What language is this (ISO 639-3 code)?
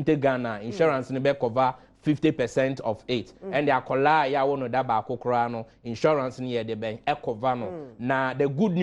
aka